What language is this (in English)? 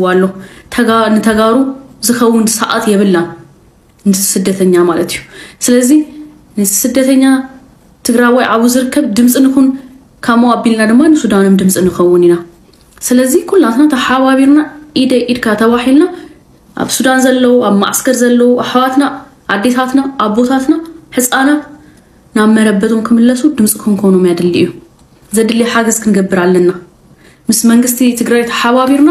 Tigrinya